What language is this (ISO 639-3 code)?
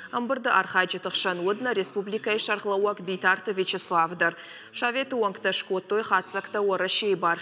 oss